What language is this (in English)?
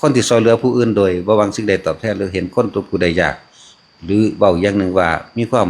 Northeastern Thai